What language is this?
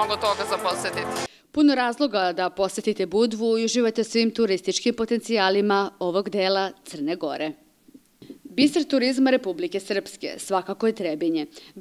Serbian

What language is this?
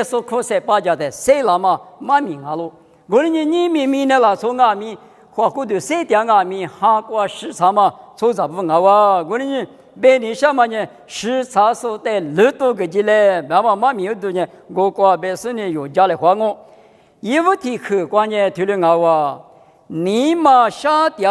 Lisu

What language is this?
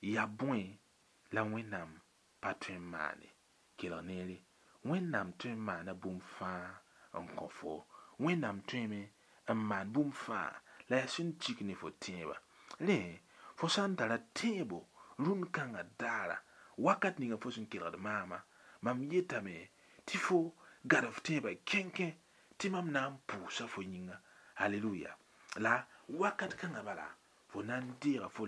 Mossi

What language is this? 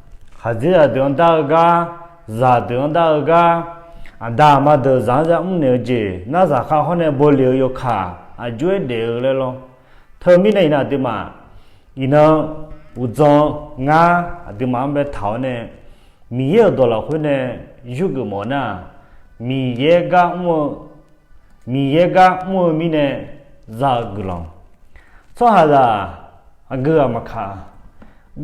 Akha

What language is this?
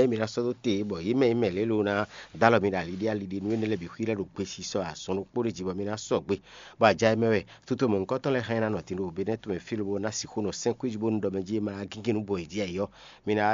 Fon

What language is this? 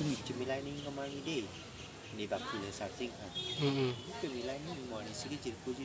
Karbi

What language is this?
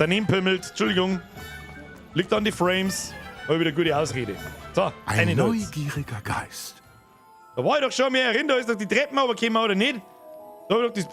Bavarian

